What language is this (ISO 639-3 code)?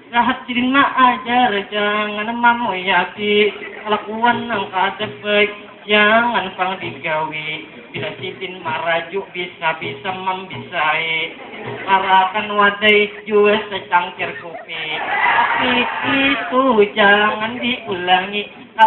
bjn